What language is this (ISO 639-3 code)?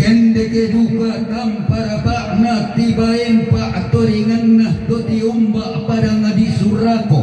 sda